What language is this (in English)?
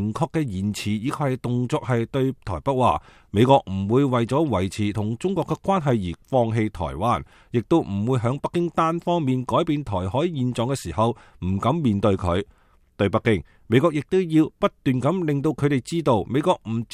Cantonese